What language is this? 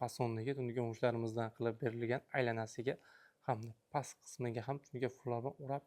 Uzbek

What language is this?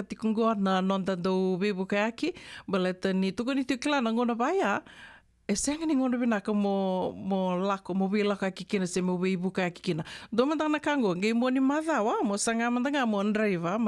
Fijian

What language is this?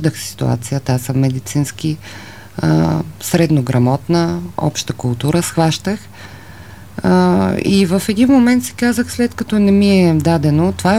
Bulgarian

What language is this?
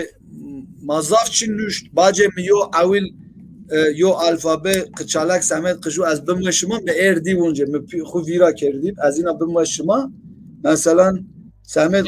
Zaza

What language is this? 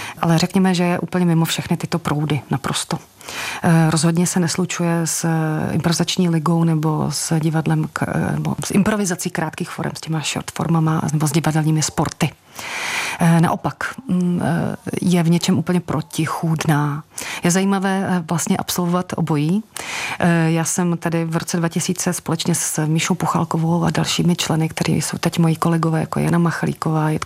Czech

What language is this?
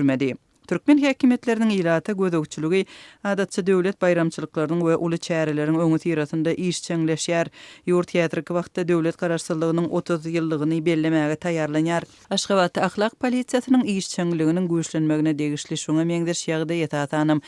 Turkmen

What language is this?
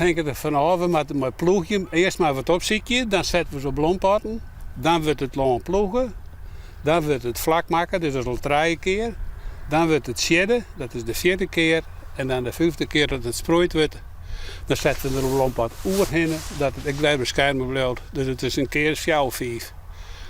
Western Frisian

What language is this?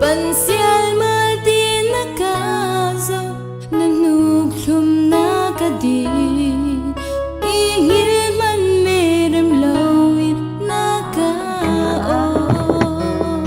Hakha Chin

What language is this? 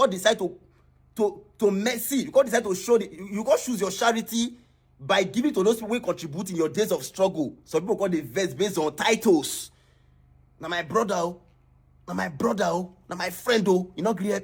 Nigerian Pidgin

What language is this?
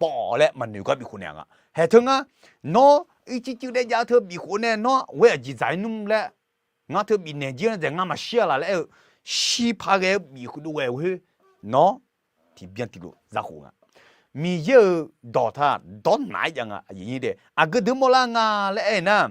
Akha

